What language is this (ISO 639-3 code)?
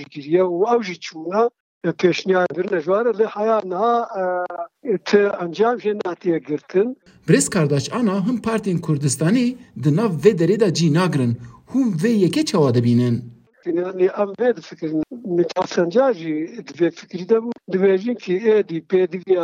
kur